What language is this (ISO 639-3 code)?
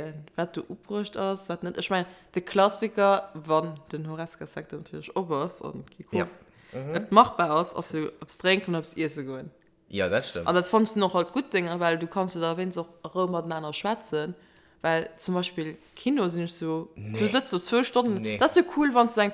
ltz